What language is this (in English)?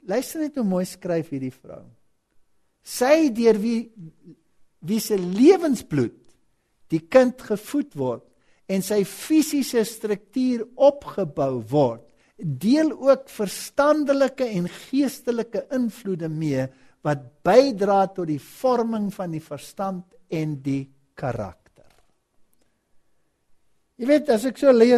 Afrikaans